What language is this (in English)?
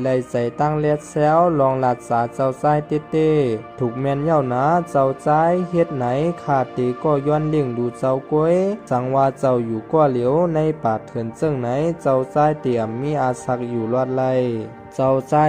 Shan